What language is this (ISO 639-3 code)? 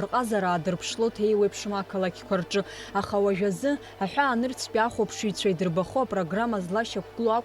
abk